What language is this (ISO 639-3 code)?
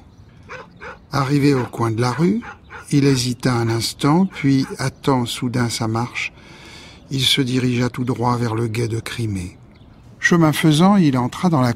fra